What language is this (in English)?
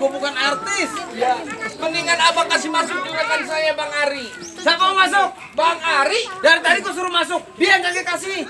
Betawi